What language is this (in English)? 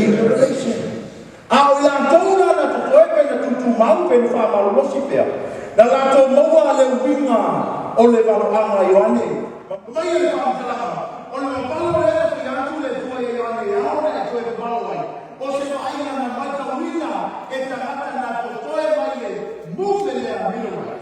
Samoan